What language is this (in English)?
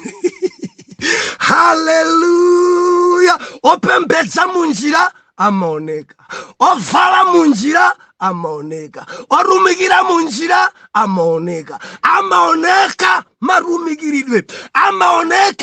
Nyanja